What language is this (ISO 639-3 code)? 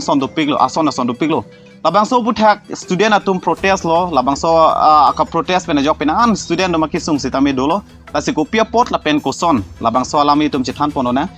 mjw